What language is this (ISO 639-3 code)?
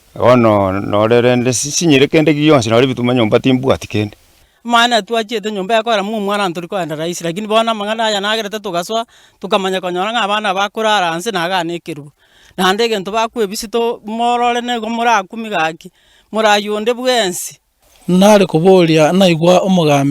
guz